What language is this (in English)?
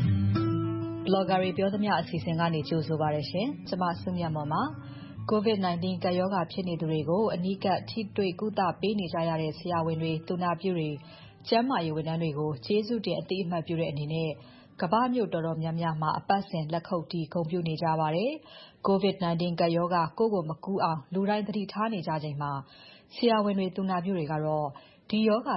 Burmese